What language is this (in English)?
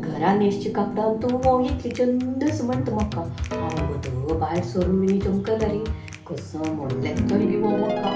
Konkani